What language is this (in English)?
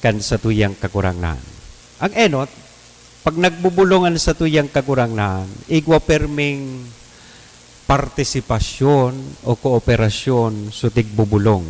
Bikol